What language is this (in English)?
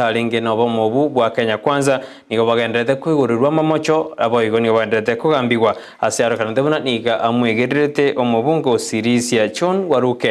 Gusii